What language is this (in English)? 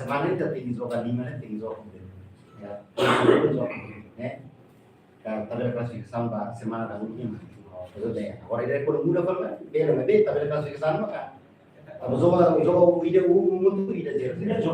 Tetum